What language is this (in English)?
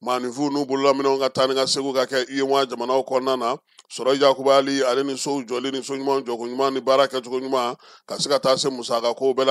Bambara